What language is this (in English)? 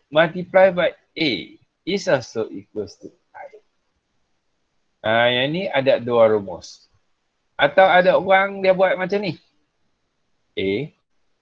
Malay